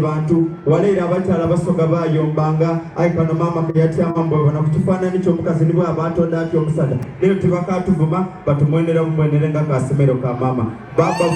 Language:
Soga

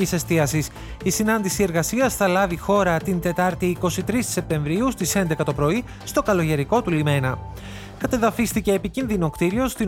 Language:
Greek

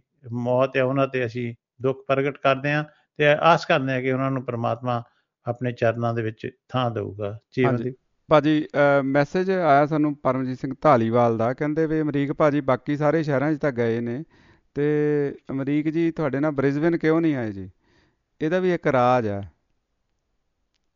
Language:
Punjabi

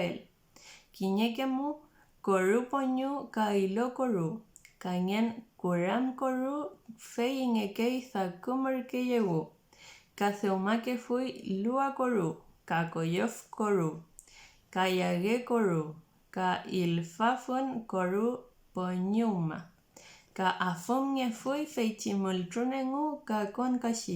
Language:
Mapuche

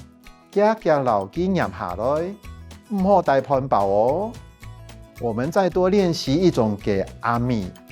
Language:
Hakka Chinese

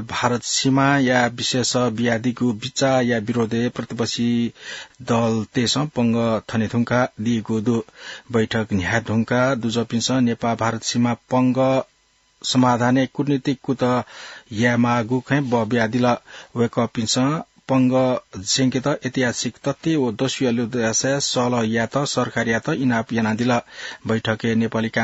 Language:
Newari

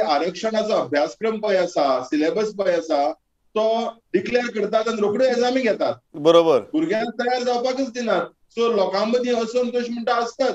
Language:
Konkani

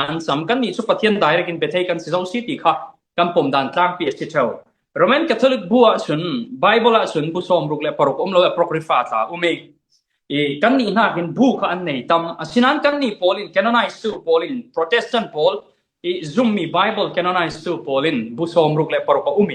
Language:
Falam Chin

